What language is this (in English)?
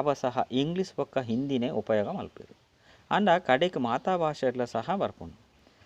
Tulu